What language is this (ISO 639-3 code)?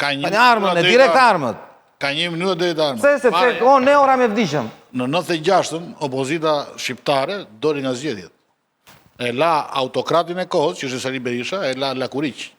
sqi